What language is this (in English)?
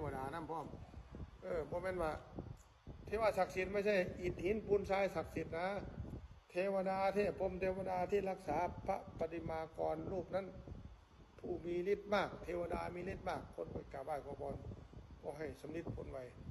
Northeastern Thai